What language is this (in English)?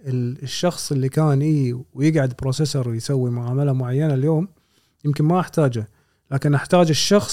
Gulf Arabic